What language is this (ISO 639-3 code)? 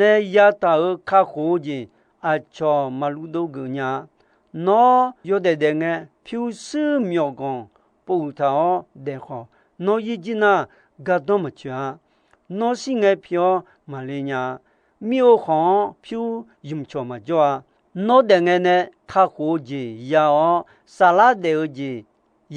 ahk